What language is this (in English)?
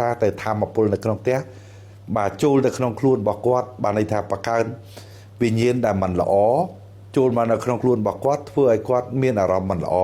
Khmer